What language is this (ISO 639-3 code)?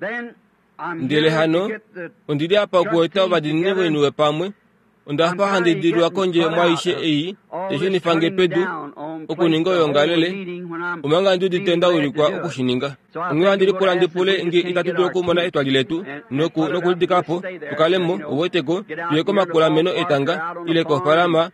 kua